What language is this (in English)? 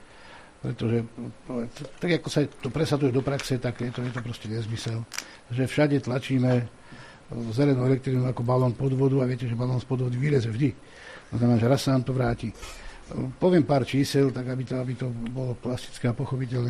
Slovak